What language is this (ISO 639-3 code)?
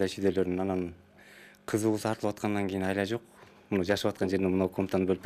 kir